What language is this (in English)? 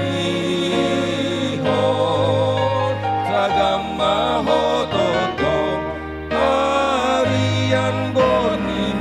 Batak Toba